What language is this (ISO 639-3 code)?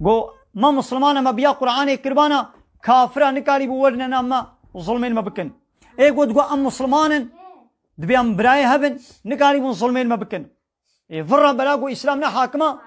kur